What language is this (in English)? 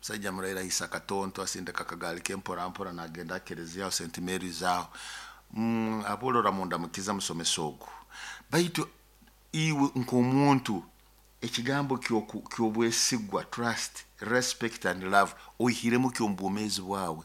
Nyoro